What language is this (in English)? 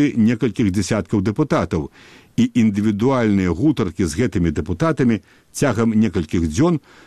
Belarusian